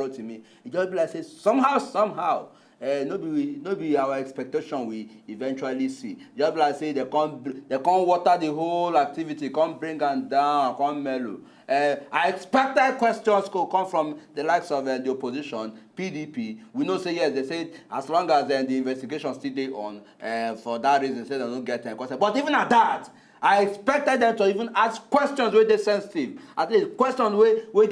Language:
Nigerian Pidgin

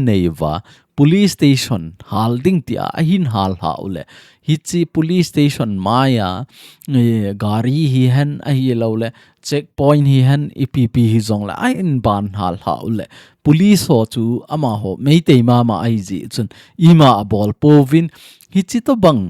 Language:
Thado Chin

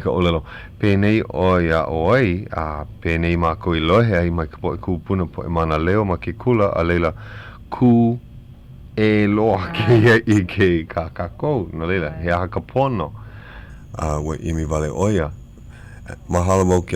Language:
Hawaiian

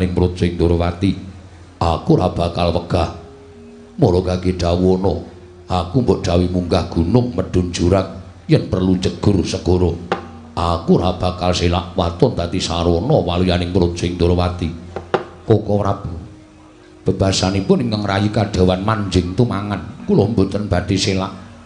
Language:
Javanese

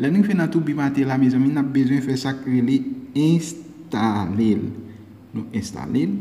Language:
Haitian Creole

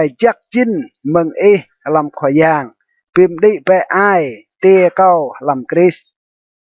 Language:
Rade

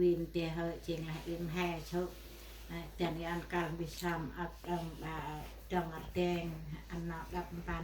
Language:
Central Mnong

